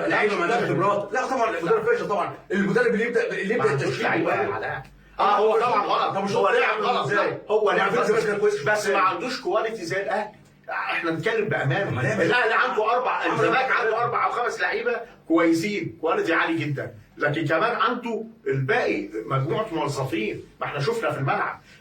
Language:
Egyptian Arabic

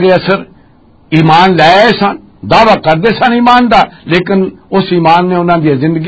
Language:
Western Panjabi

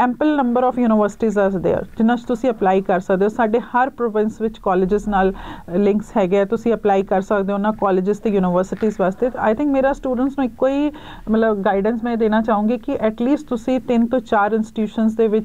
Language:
Punjabi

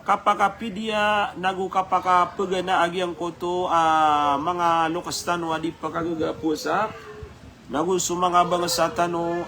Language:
Maranao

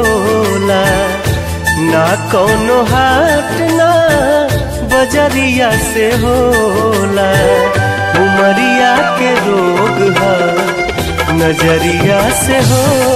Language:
Bhojpuri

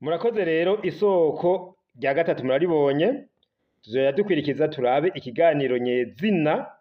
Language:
Rundi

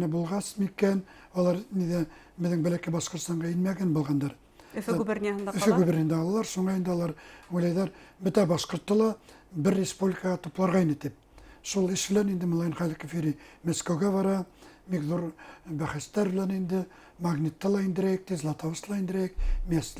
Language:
Bashkir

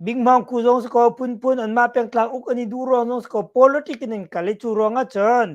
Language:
Hakha Chin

